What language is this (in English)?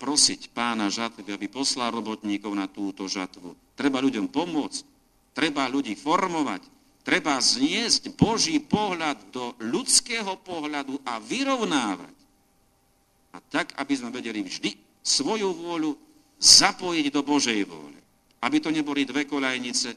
Slovak